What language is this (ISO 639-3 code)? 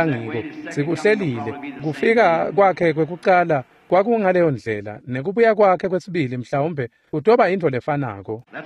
ssw